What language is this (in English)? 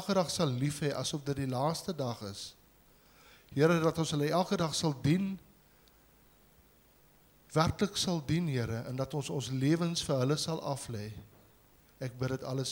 Afrikaans